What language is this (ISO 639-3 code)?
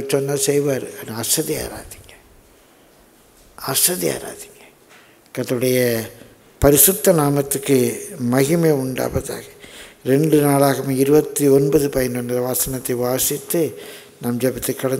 tam